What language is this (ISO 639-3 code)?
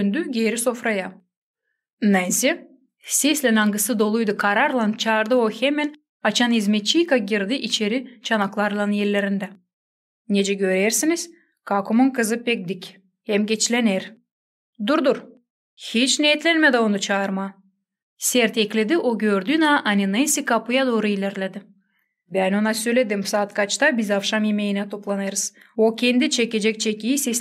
gag